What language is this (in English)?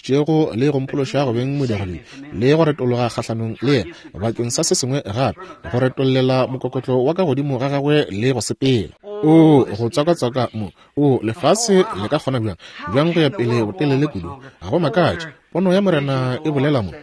Northern Sotho